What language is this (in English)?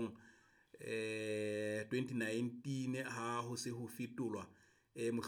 Southern Sotho